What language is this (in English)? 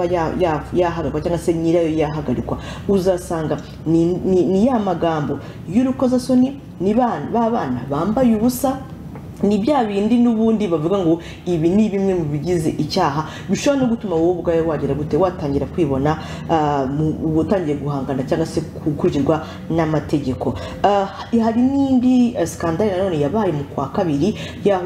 Kinyarwanda